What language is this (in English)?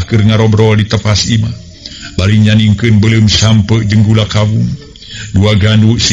Sundanese